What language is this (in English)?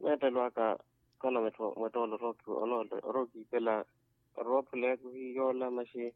Makhuwa